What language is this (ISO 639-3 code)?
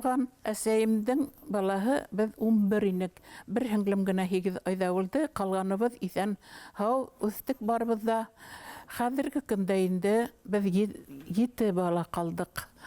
bak